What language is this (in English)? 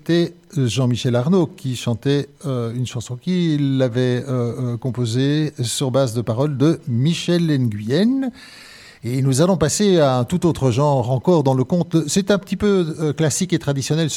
French